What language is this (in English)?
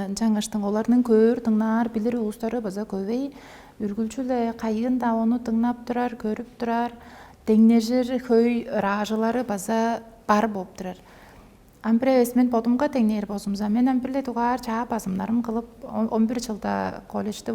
Tuvinian